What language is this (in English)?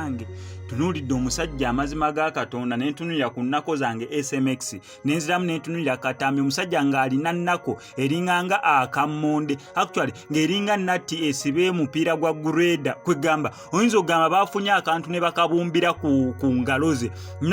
Ganda